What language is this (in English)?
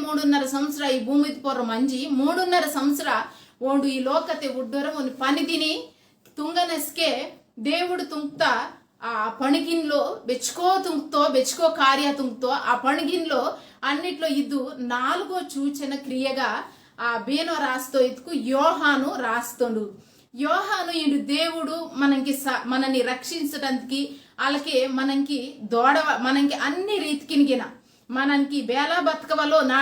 Koya